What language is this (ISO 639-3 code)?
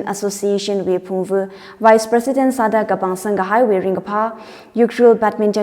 nmf